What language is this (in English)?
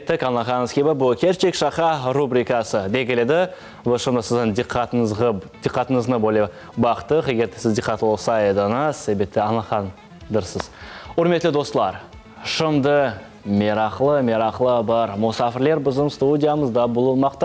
Crimean Tatar